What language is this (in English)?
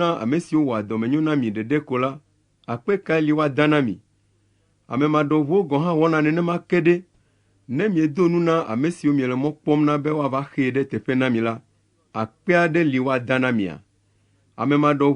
Ewe